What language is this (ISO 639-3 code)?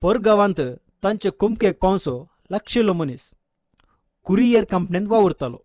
kok